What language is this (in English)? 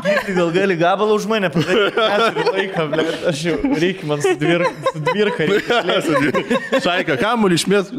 Lithuanian